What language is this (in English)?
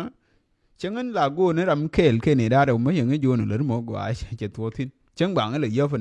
Nuer